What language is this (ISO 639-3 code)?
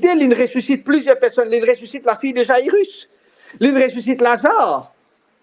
mfe